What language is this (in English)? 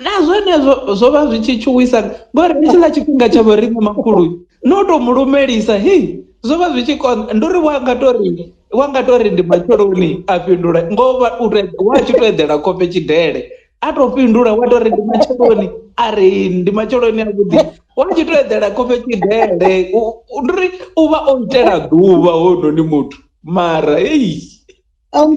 Venda